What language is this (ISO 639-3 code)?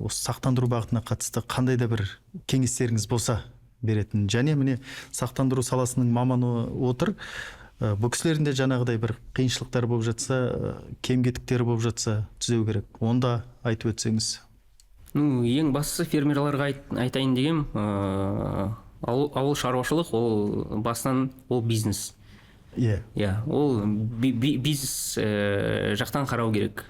kaz